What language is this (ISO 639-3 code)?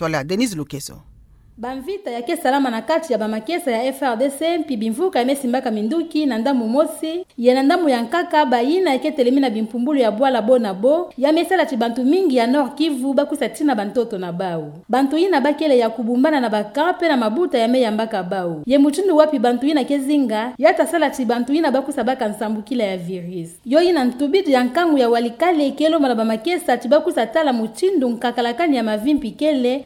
ktu